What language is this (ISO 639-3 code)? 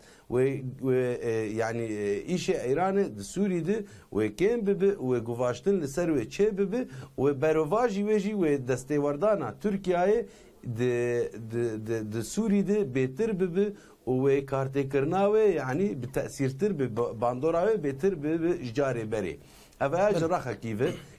kur